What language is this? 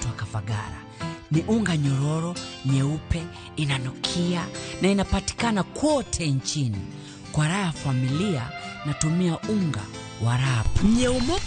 Luo (Kenya and Tanzania)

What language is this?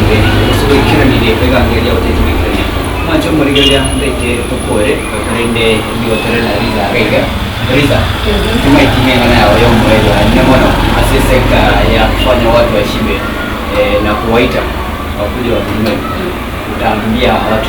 Gusii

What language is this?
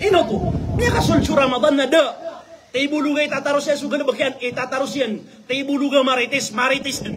Maranao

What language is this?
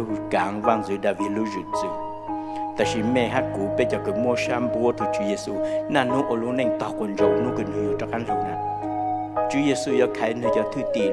Hmong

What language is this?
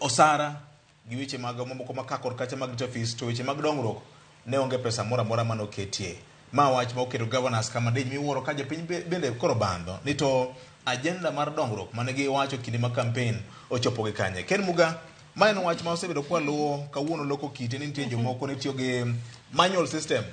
Luo (Kenya and Tanzania)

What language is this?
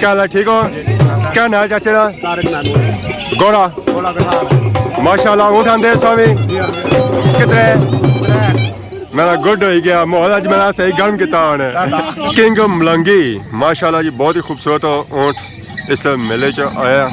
Pahari-Potwari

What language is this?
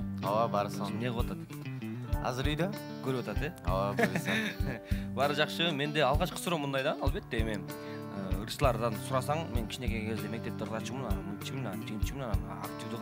Kyrgyz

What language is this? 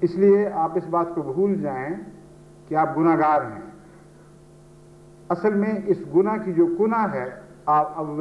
Urdu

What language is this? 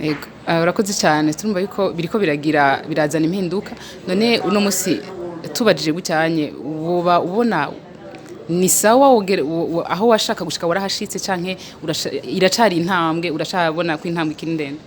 Rundi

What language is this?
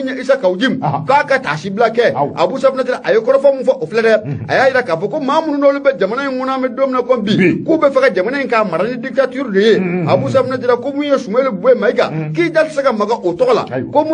Bambara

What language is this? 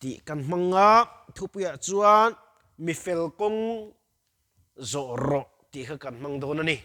Mizo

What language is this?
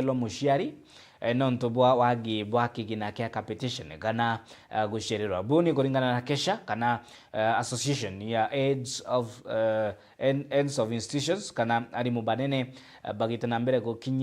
Meru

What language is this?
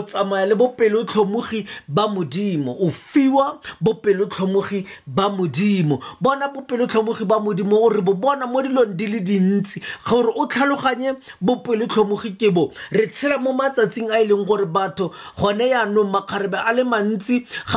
Tswana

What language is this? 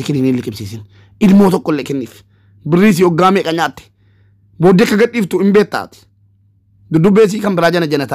Oromo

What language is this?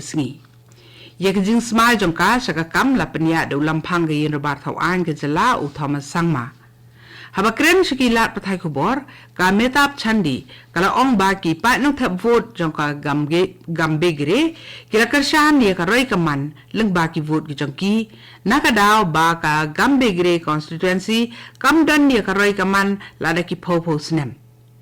Khasi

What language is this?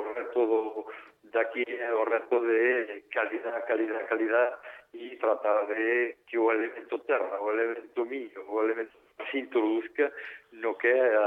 Galician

